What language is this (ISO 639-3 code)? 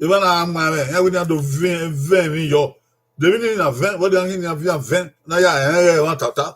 bin